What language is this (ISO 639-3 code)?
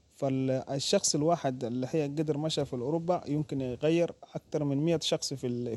apd